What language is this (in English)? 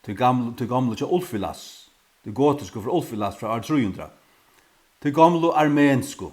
Faroese